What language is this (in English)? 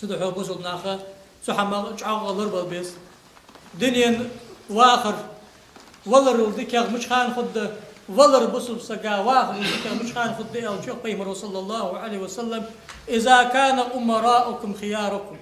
Ingush